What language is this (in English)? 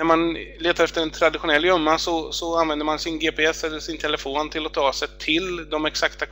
Swedish